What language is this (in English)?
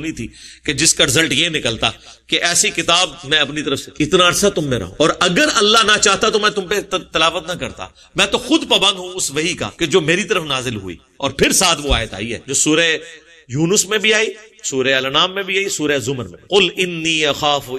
Urdu